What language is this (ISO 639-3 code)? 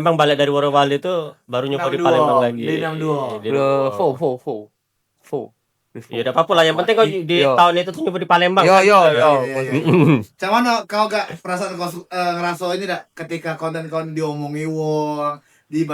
mui